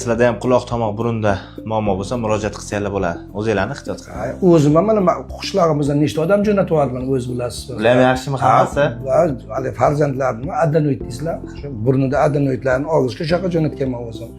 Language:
Uzbek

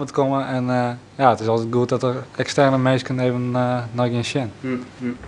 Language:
Western Frisian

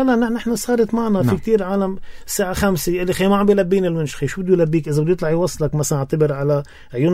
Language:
North Levantine Arabic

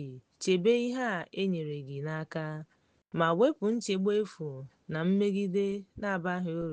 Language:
Igbo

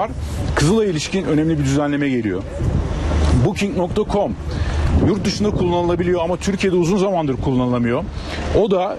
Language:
Turkish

